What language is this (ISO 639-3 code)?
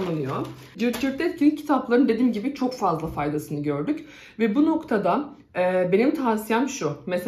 tur